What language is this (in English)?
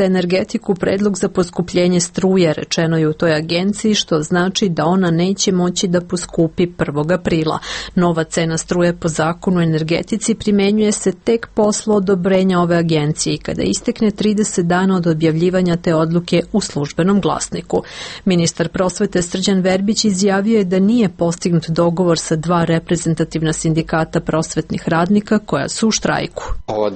Serbian